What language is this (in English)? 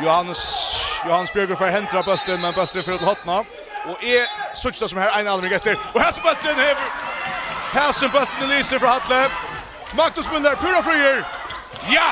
Faroese